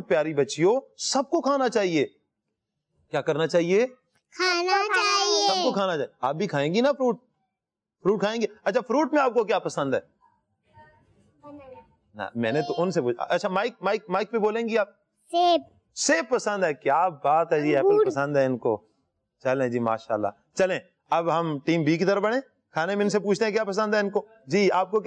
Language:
Urdu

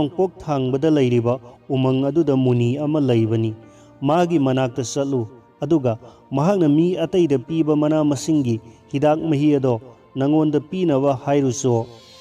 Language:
Manipuri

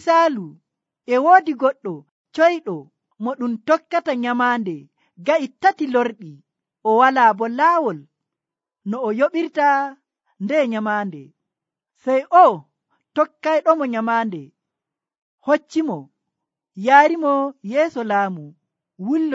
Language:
Nigerian Fulfulde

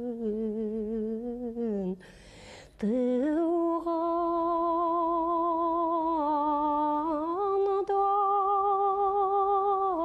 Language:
Bashkir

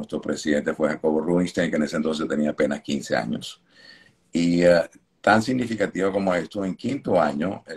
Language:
Spanish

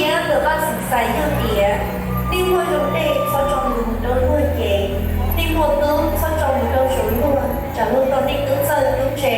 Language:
Hmong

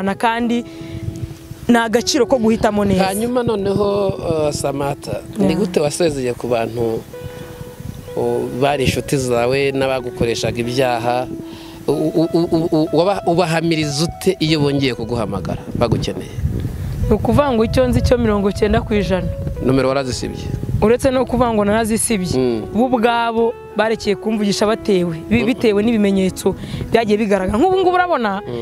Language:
Kinyarwanda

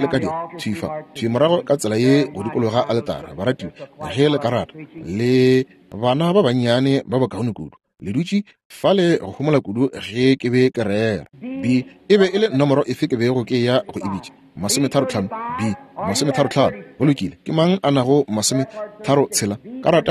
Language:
Northern Sotho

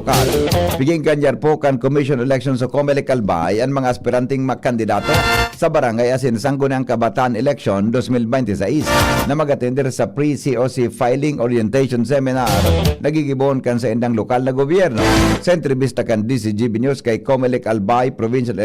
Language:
Bikol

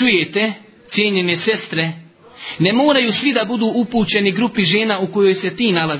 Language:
Bosnian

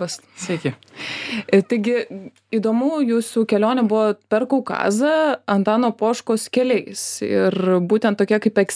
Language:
Lithuanian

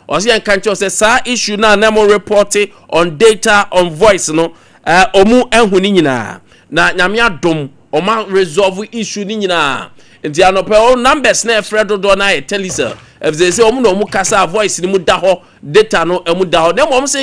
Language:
Akan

